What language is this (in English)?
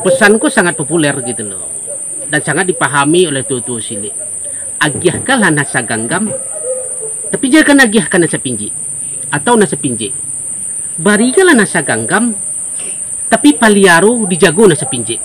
Minangkabau